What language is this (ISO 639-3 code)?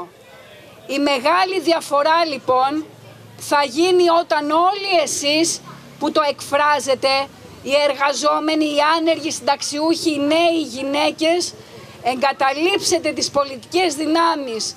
ell